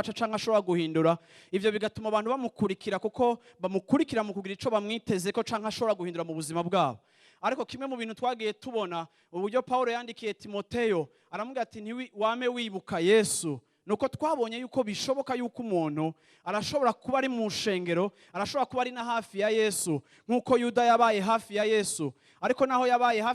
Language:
Rundi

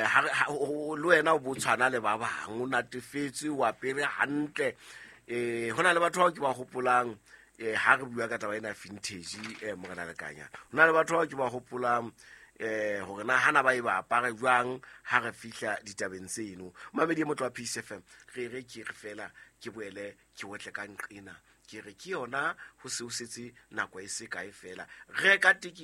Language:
Southern Sotho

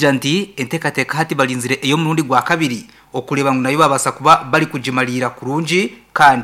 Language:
Nyankole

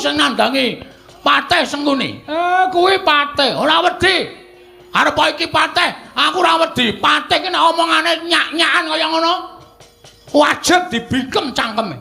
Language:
Javanese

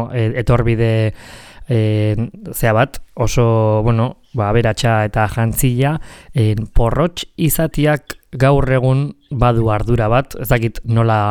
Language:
Basque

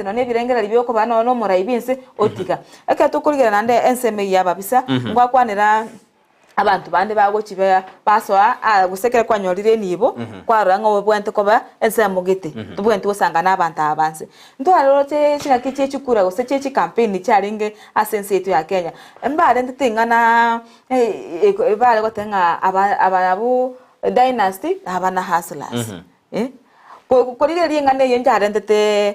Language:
Gusii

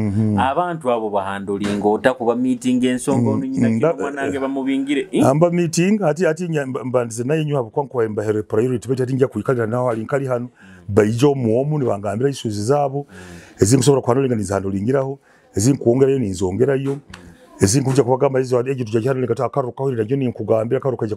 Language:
Nyoro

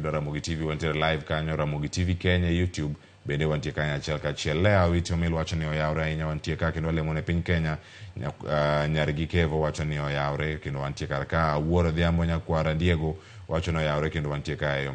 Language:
Luo (Kenya and Tanzania)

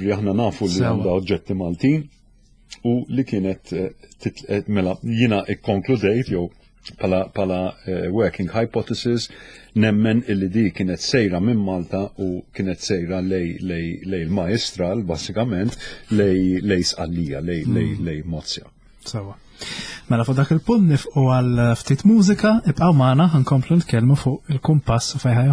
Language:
Maltese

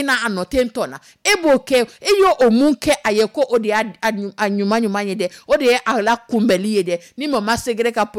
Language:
Dyula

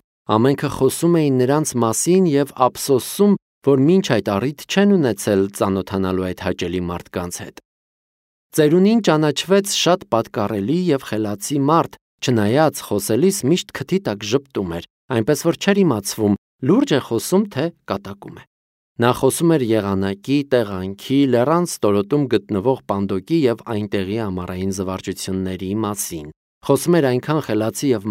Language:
Armenian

